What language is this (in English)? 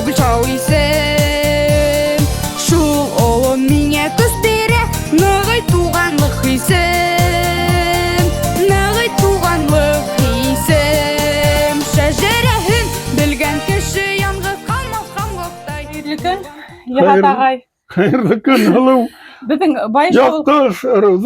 Bashkir